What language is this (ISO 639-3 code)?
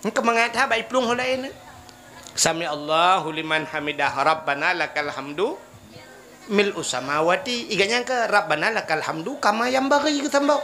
ace